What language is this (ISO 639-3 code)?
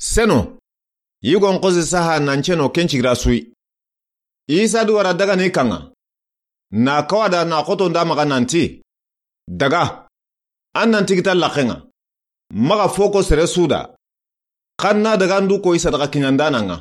snk